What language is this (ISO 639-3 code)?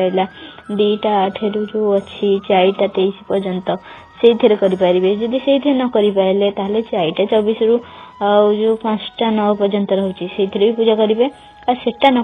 ori